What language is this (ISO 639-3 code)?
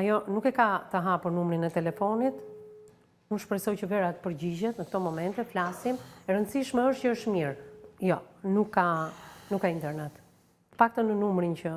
sqi